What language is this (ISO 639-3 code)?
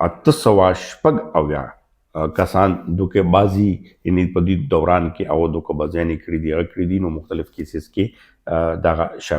pus